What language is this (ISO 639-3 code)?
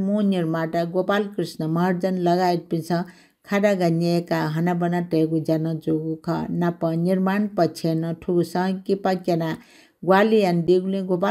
new